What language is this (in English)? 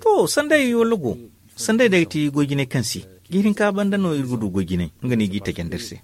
Zarma